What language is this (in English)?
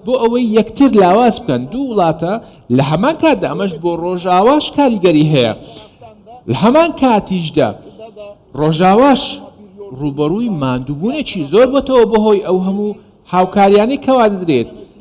Central Kurdish